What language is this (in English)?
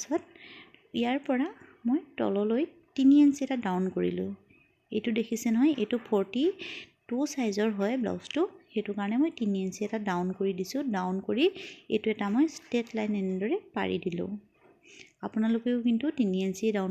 Assamese